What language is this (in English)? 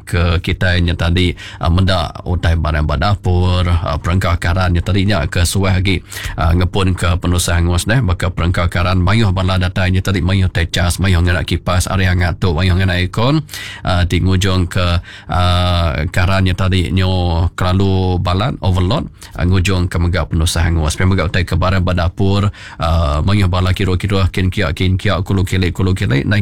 Iban